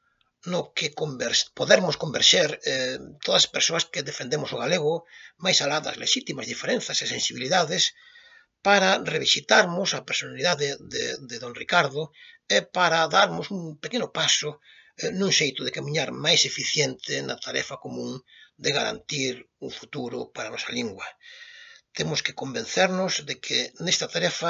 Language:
Galician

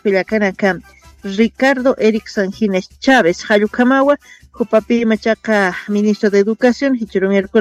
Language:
Aymara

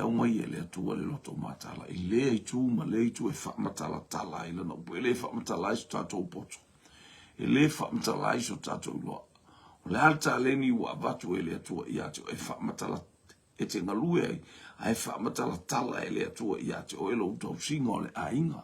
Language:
Samoan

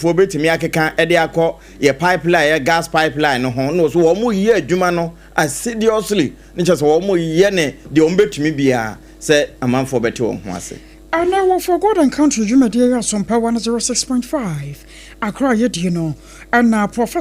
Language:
Akan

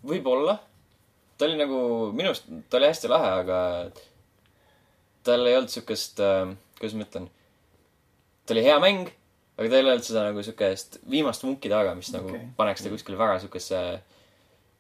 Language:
Estonian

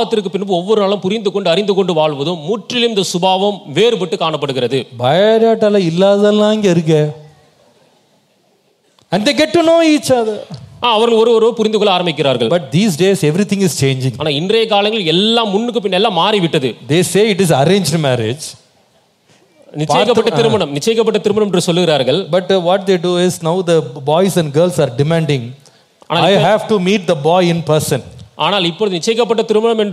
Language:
Tamil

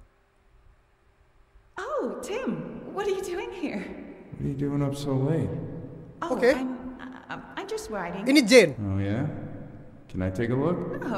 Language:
Indonesian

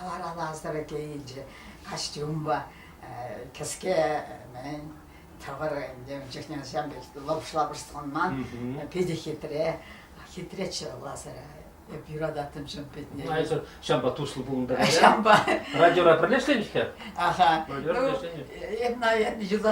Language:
Chuvash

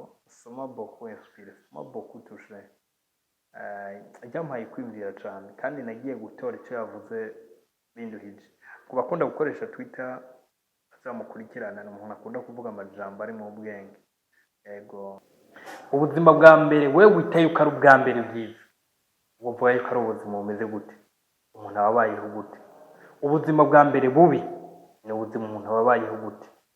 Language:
Rundi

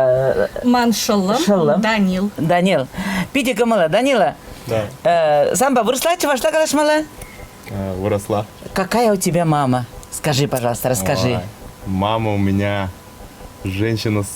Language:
Chuvash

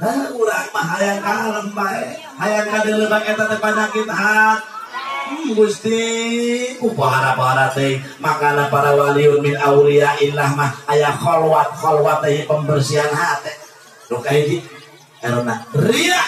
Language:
Sundanese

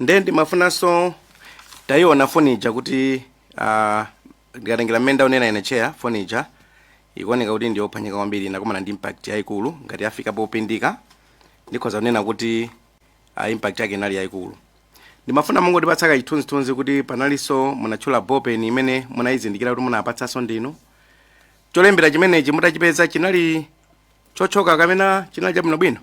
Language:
Nyanja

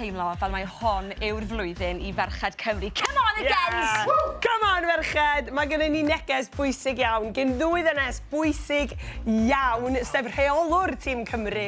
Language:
Welsh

